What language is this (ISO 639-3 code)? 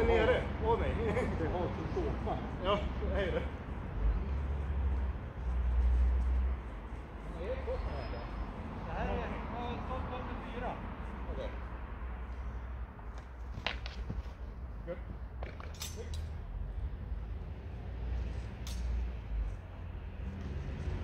swe